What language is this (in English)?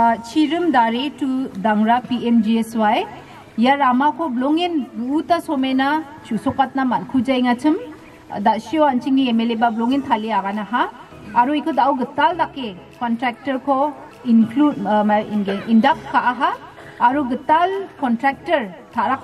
Garo